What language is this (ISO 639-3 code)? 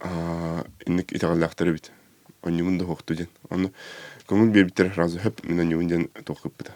sah